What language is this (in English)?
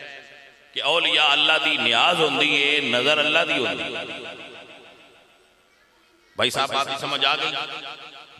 Western Panjabi